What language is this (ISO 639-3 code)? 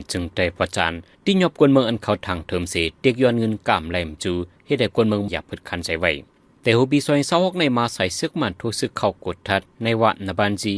shn